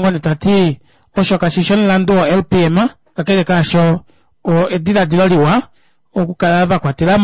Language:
Kuanyama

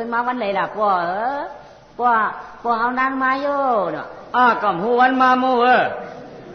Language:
Shan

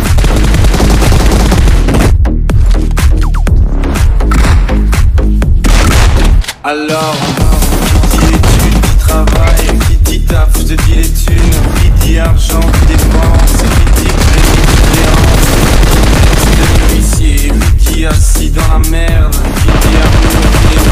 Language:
French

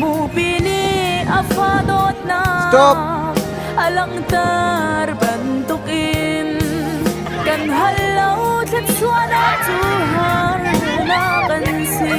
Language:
Hakha Chin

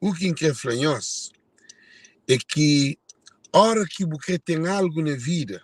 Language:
Kabuverdianu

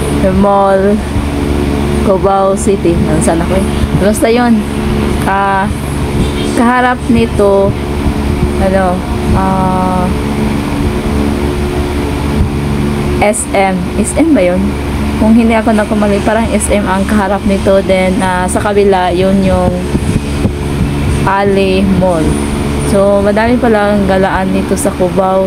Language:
Filipino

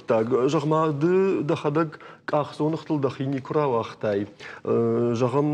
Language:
Ossetic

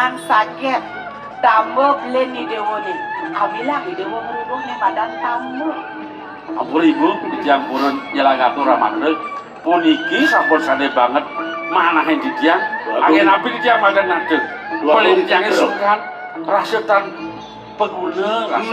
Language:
Balinese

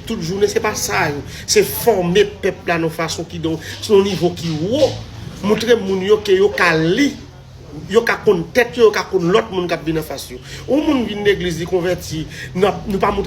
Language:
Haitian Creole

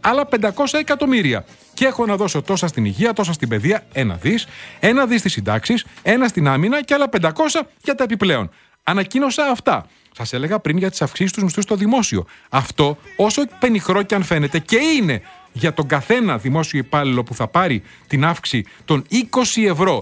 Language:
Greek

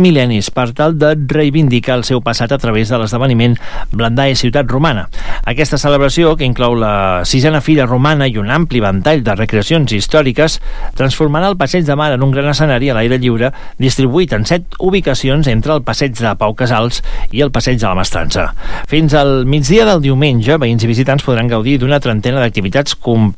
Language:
Catalan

